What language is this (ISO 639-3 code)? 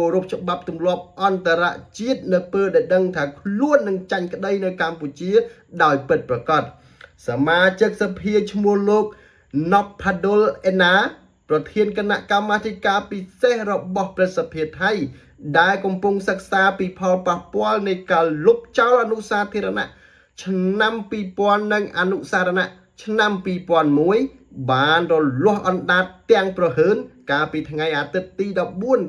khm